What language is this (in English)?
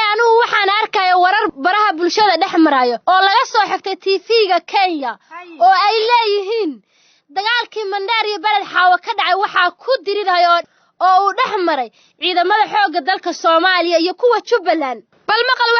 Somali